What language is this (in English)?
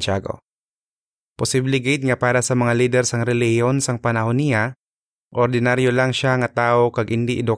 Hiligaynon